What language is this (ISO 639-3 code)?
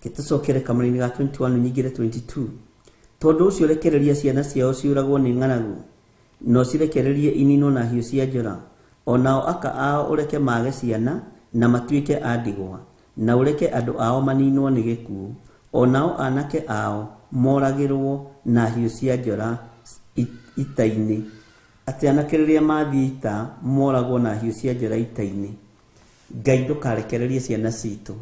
kik